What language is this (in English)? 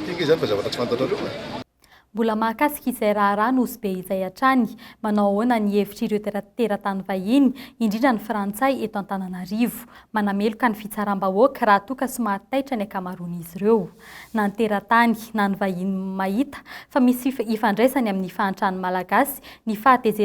Malagasy